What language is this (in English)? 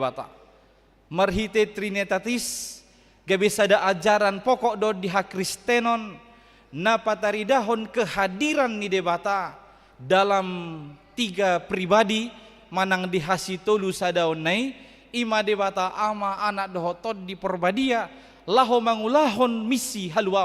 Batak Toba